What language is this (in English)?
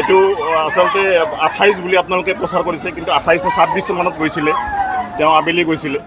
Assamese